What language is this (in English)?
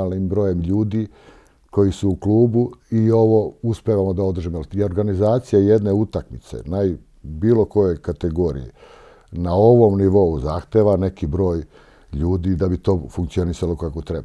Serbian